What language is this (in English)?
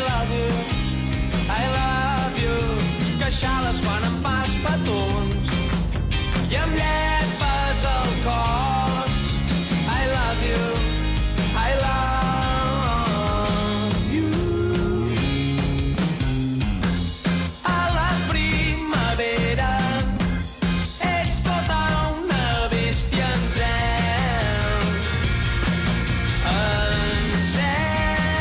Catalan